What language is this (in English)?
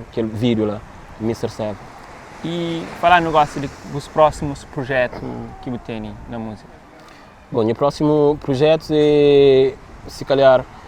Kabuverdianu